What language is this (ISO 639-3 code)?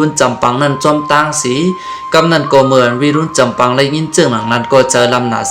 shn